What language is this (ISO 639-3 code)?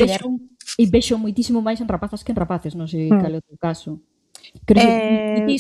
glg